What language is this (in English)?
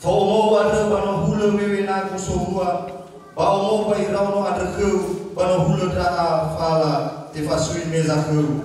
Nias